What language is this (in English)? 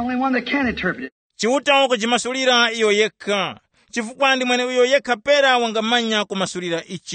Tumbuka